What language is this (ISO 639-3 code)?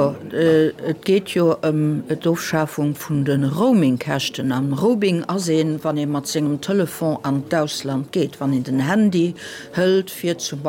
ltz